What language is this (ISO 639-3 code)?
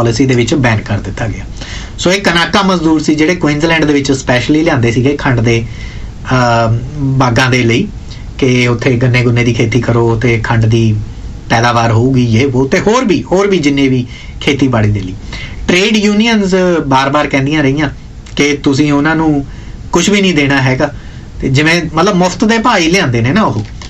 pan